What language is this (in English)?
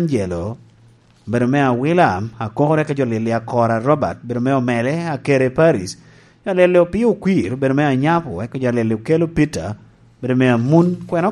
Lango (Uganda)